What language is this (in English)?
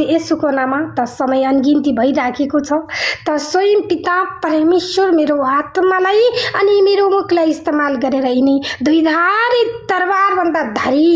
Nepali